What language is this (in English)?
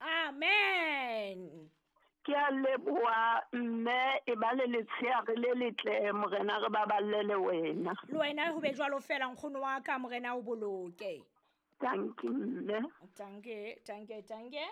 Southern Sotho